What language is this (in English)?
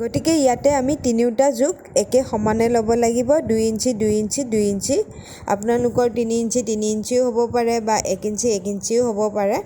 Assamese